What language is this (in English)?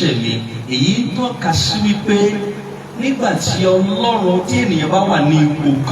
Yoruba